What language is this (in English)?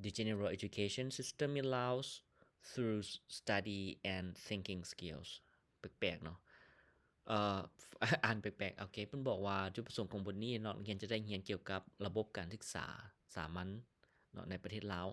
Lao